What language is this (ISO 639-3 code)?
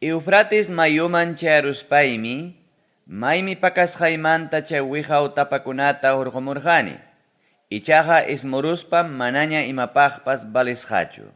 quy